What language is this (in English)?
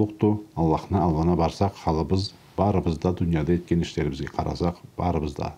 Karachay-Balkar